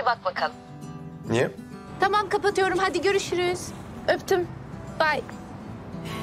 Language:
Turkish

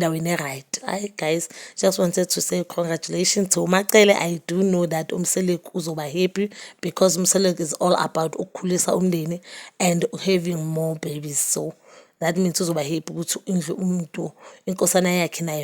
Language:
Zulu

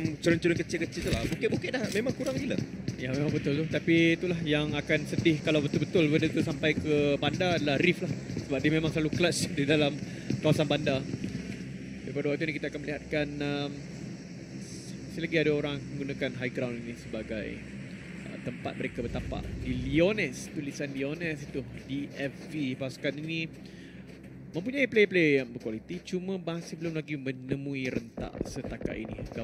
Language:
Malay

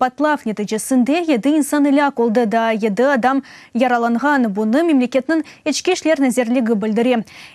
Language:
Crimean Tatar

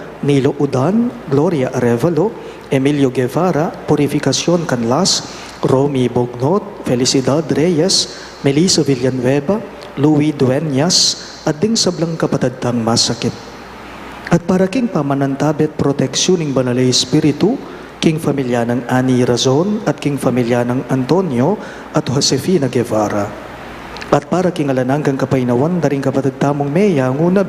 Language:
Pampanga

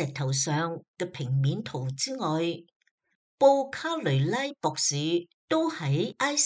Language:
Cantonese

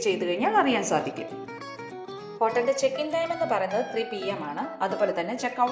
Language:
Malayalam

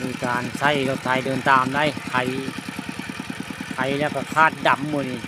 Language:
Northeastern Thai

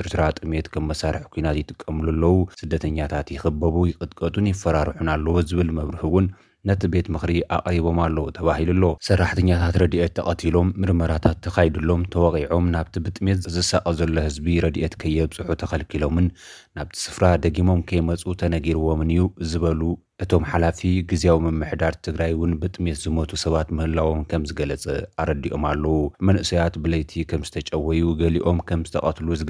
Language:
Tigrinya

